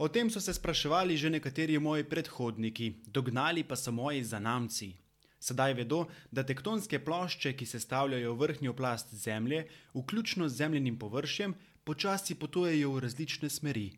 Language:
Slovenian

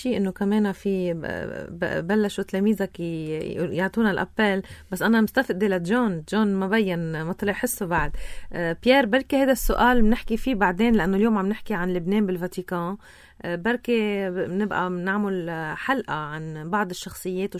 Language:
North Levantine Arabic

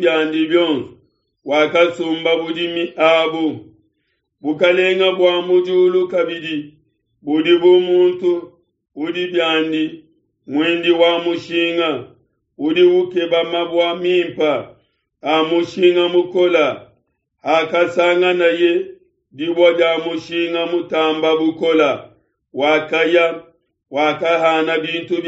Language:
Luba-Lulua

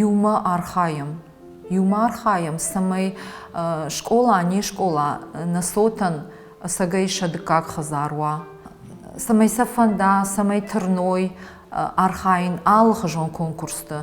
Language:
Ossetic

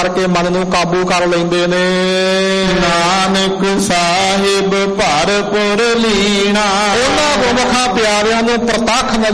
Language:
Punjabi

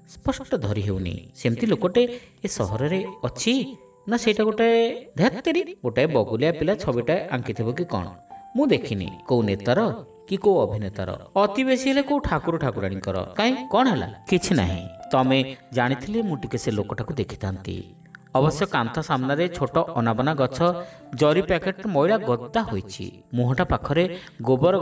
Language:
Odia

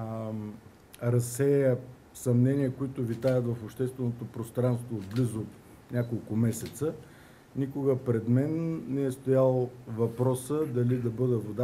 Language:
Bulgarian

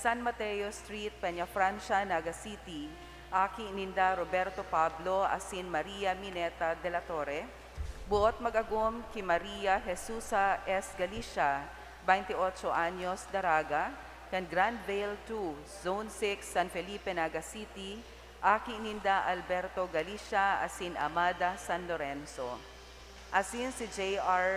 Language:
Bikol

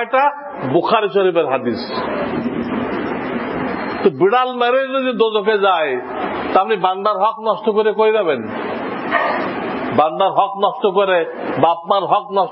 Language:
Bangla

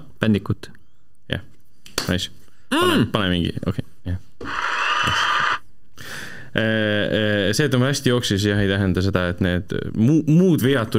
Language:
Estonian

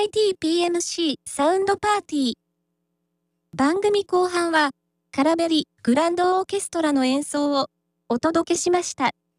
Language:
Japanese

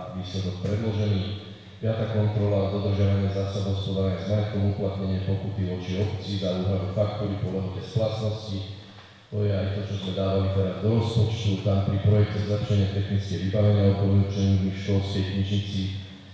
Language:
Slovak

